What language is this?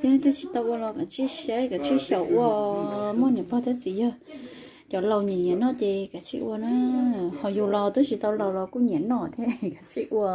Hmong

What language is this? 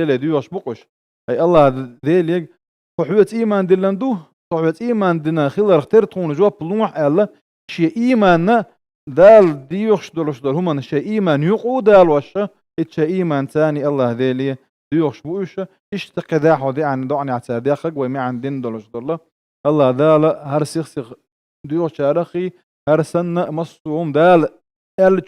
Chechen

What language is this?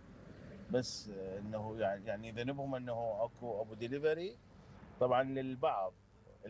Mesopotamian Arabic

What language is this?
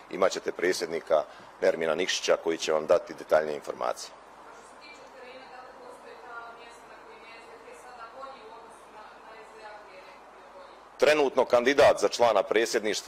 Bosnian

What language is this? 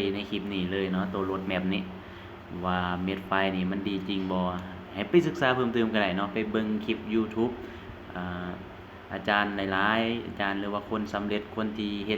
Lao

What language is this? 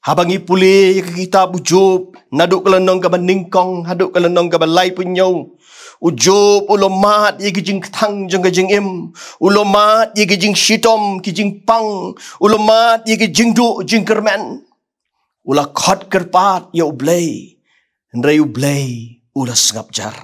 Khasi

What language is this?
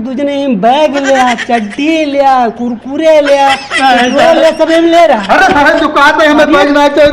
Awadhi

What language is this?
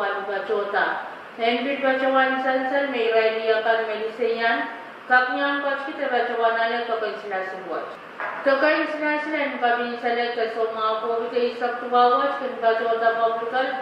Pohnpeian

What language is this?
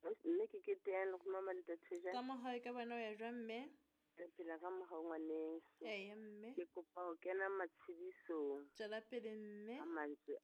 Southern Sotho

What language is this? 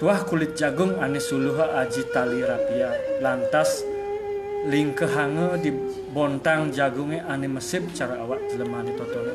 Balinese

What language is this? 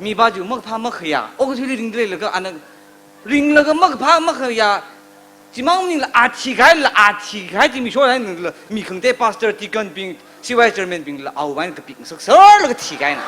Tangkhul Naga (India)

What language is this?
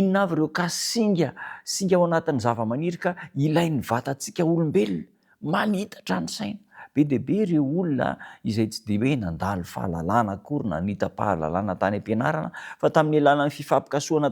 Malagasy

